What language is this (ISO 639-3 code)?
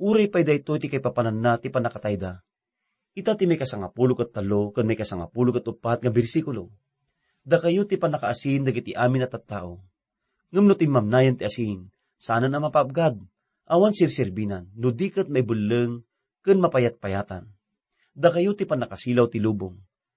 ilo